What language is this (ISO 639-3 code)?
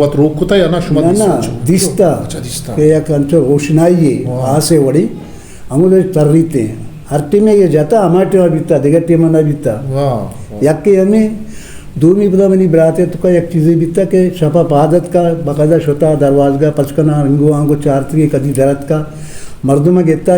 bgp